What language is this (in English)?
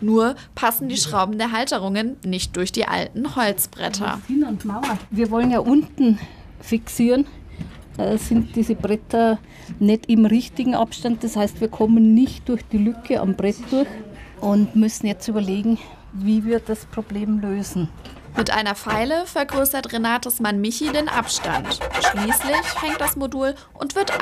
German